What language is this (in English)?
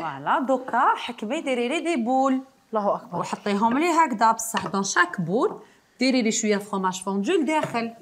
Algerian Arabic